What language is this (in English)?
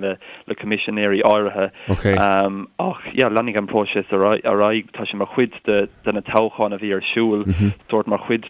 Irish